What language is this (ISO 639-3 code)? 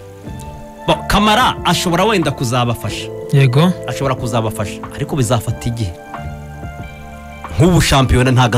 kin